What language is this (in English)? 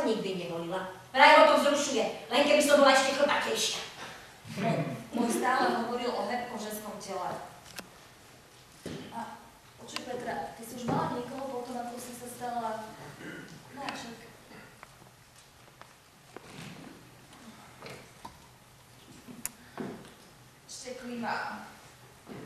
Slovak